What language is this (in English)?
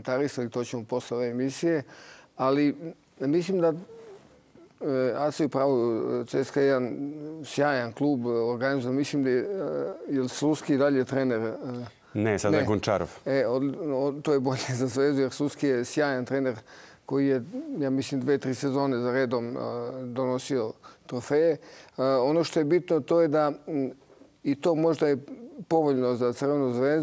Serbian